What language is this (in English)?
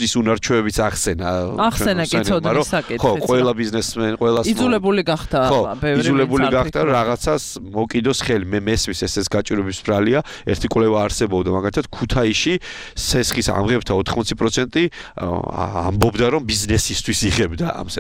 Georgian